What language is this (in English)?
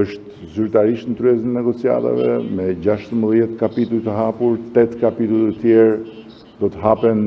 Albanian